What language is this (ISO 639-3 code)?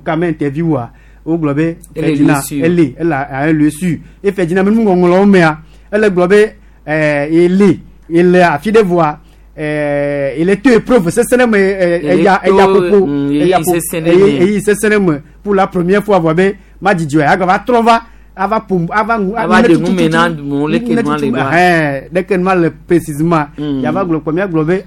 gej